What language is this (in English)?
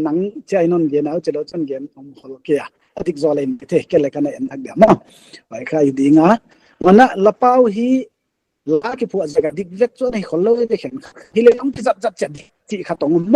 Paite Chin